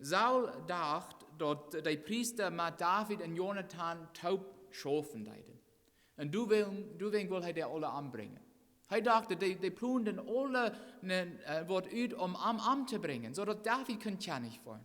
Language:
Plautdietsch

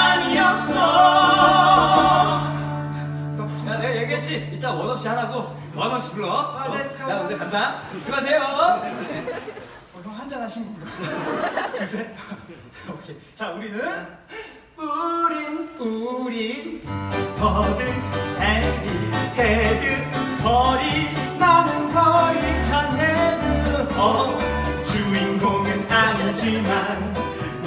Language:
Korean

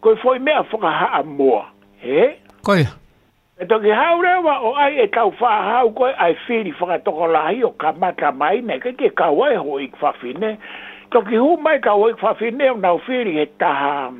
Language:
Tongan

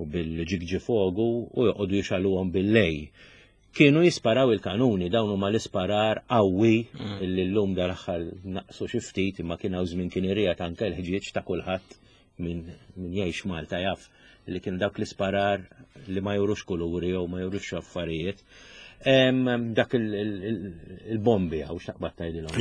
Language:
Maltese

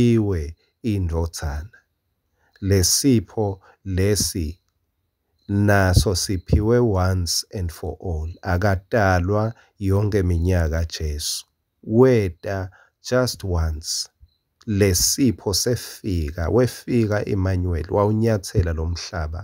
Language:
Swati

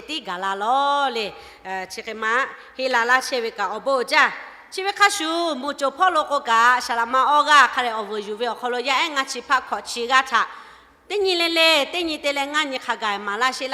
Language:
Lahu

